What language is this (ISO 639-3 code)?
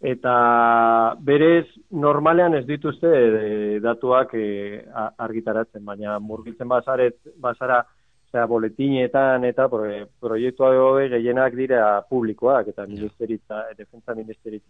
eus